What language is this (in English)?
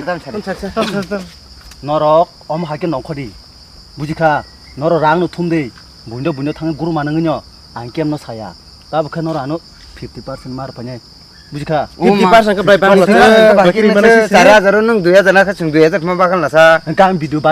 Kok Borok